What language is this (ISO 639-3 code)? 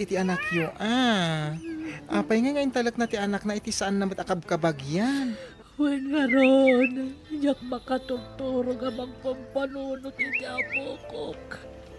ilo